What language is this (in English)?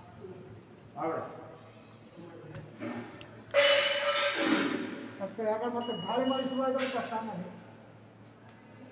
Kannada